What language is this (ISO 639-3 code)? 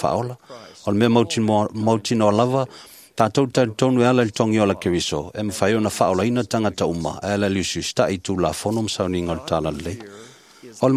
smo